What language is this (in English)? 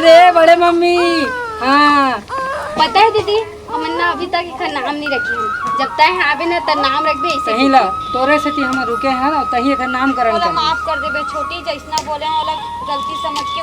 Chhattisgarhi